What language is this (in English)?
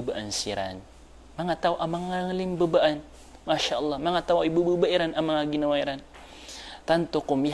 Maranao